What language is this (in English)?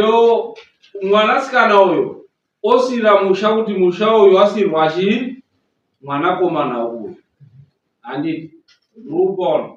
Shona